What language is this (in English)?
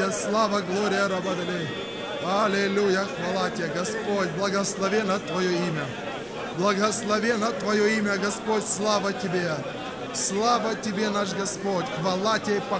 Russian